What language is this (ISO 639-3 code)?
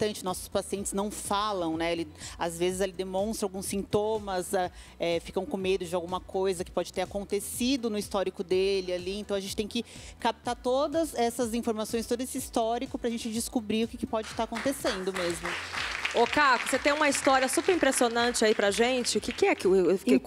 por